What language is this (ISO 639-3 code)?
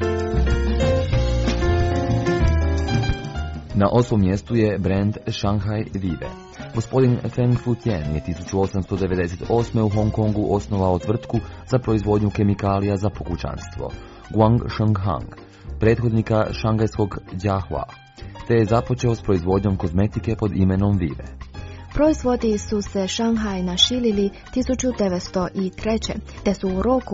hrv